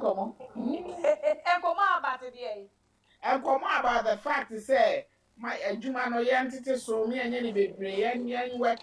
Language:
Akan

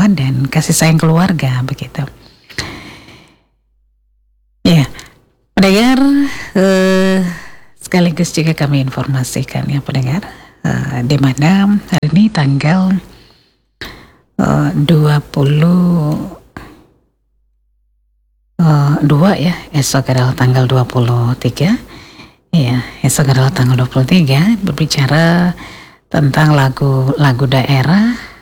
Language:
Indonesian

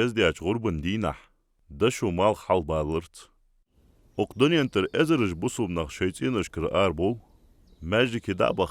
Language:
Ingush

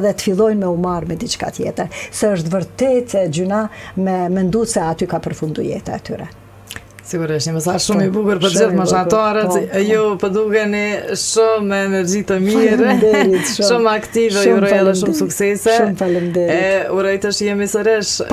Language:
Albanian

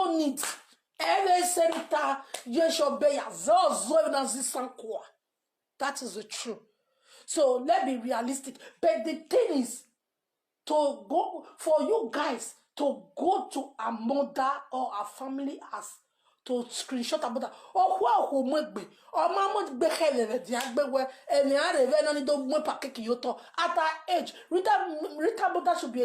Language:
Nigerian Pidgin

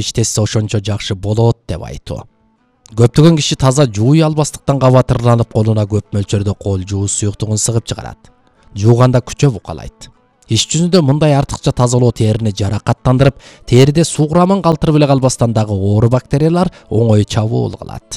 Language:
Kyrgyz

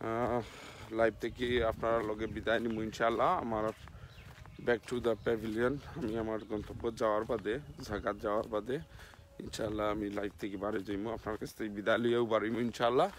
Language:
Sylheti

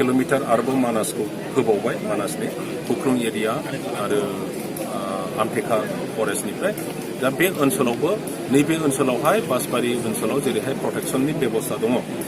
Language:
Bodo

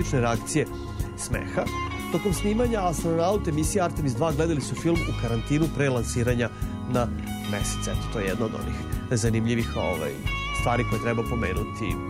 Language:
Serbian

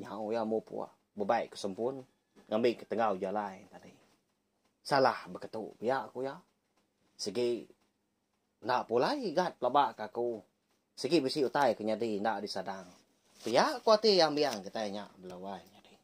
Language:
Iban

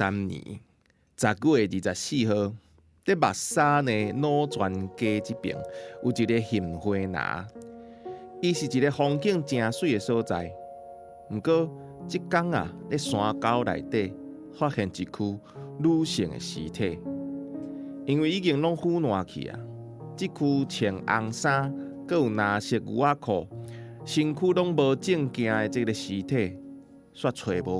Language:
Min Nan Chinese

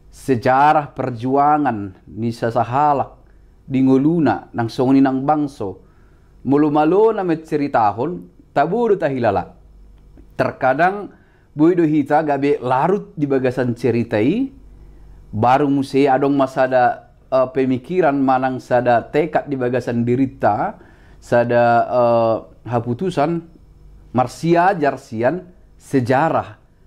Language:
Batak Toba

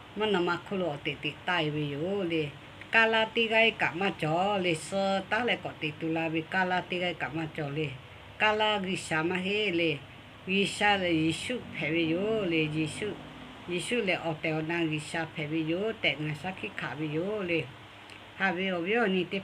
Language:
Lahu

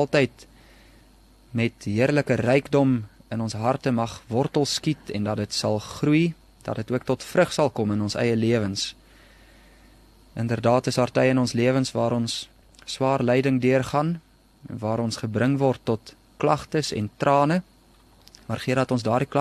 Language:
Afrikaans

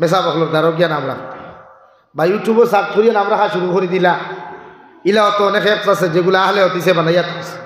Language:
Sylheti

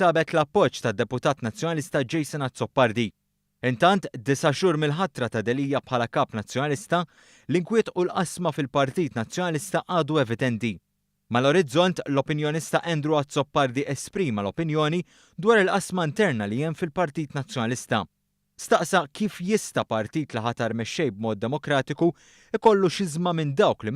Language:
Maltese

